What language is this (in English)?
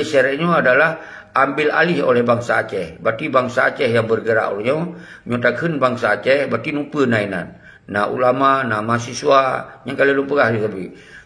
Achinese